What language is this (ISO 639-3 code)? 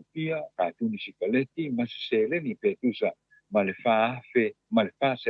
smo